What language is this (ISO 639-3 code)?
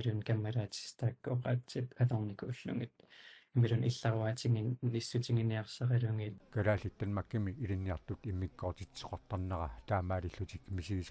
kal